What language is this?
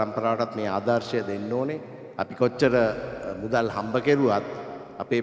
Sinhala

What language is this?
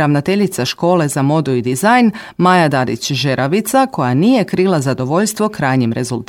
Croatian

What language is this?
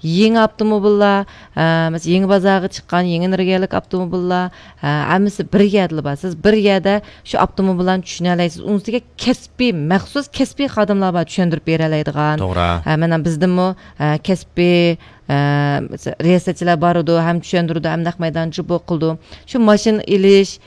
Uyghur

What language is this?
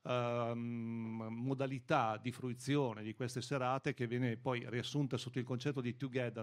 Italian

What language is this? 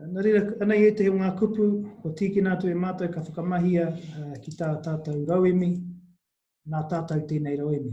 Māori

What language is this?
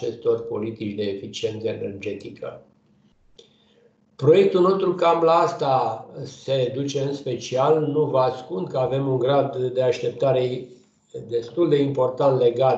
Romanian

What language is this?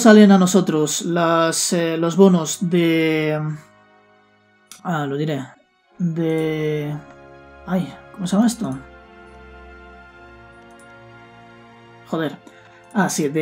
Spanish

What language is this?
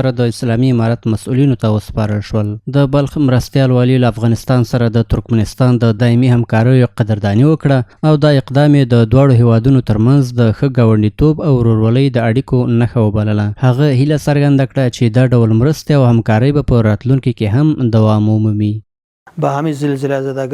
Pashto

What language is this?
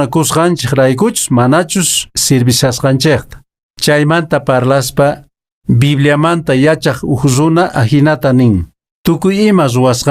Quechua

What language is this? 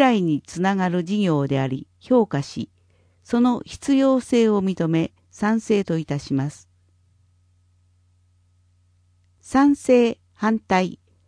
Japanese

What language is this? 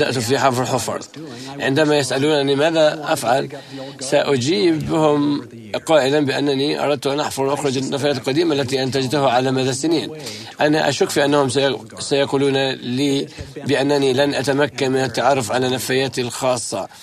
Arabic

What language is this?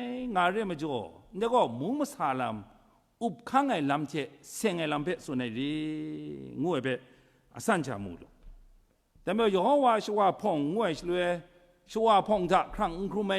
Kachin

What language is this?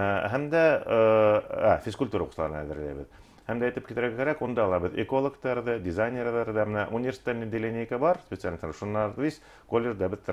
Bashkir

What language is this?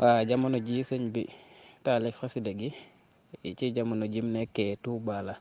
Wolof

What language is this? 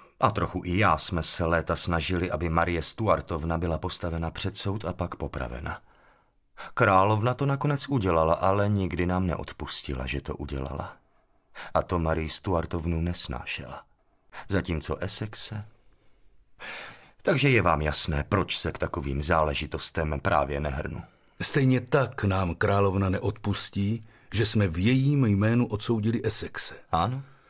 Czech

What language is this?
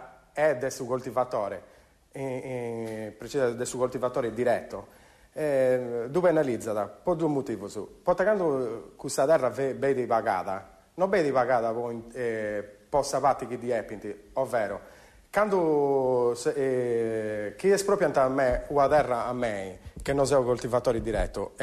Sardinian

